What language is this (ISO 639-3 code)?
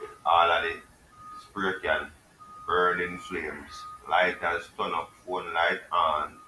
jam